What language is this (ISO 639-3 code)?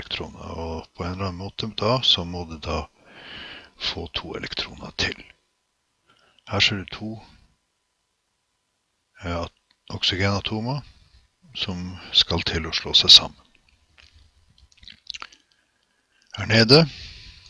nor